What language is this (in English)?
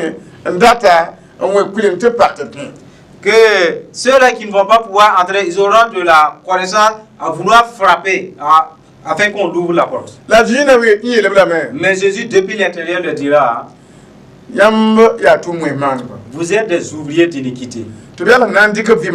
Mossi